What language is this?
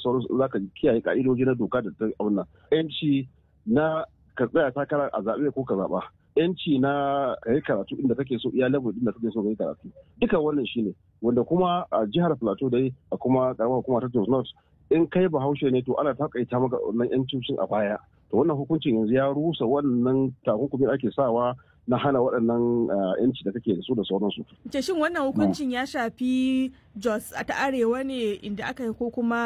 Hausa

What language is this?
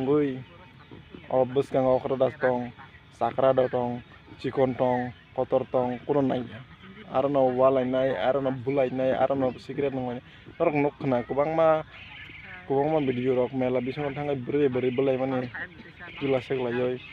Kok Borok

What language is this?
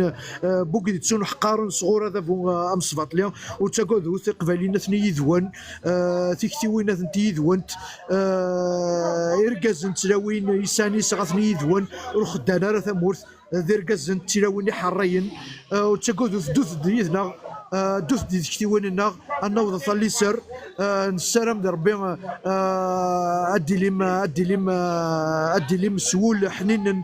Kabyle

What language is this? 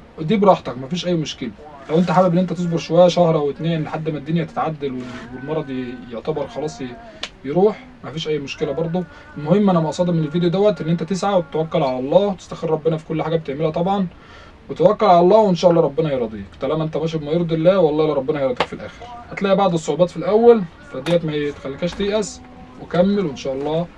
Egyptian Arabic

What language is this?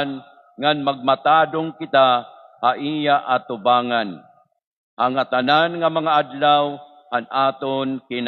Waray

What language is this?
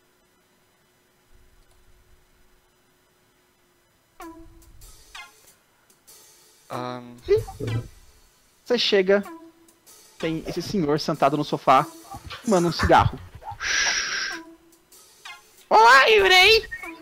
Portuguese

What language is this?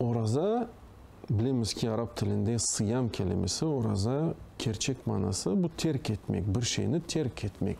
Crimean Tatar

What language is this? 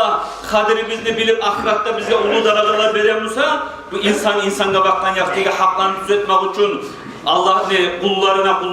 Kumyk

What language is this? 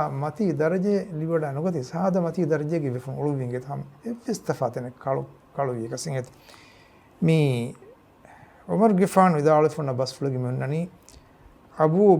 Divehi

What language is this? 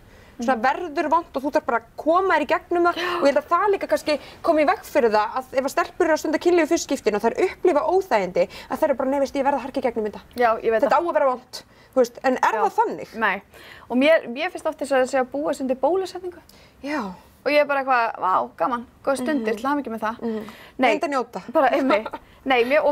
Icelandic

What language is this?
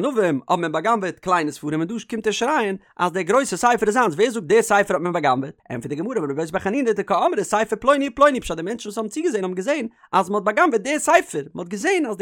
Yiddish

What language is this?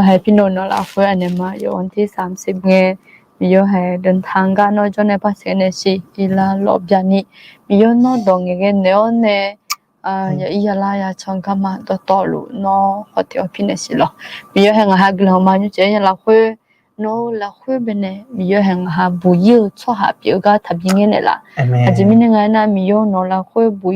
Akha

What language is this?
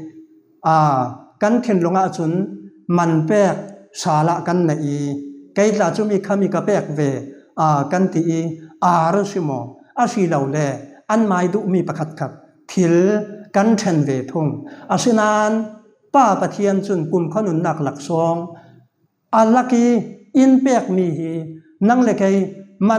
Falam Chin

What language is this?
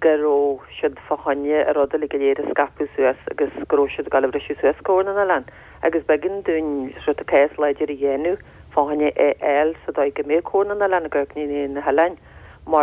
Irish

